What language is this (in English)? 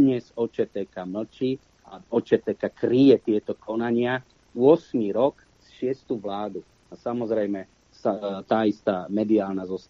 Slovak